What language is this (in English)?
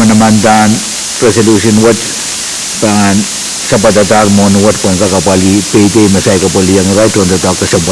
Pohnpeian